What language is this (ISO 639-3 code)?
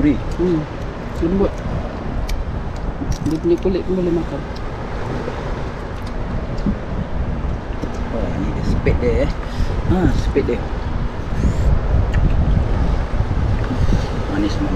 msa